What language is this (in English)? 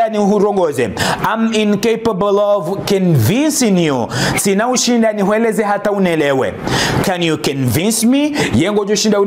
Ngazidja Comorian